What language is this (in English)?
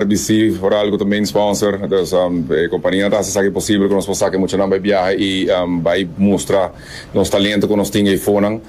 Papiamento